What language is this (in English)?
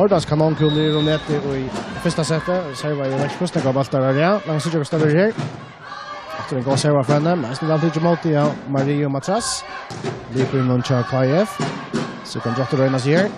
Faroese